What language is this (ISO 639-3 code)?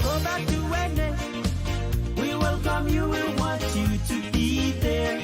pon